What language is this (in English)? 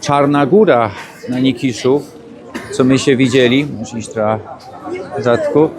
Silesian